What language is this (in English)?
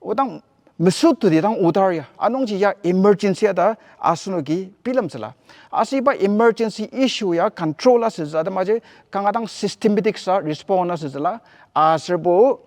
Ao Naga